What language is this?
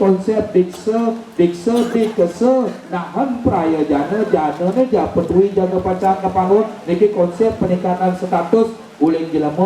Balinese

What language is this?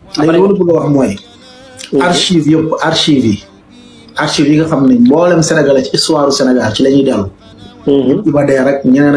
Wolof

